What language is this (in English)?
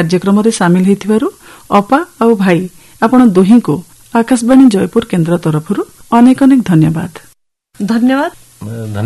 Odia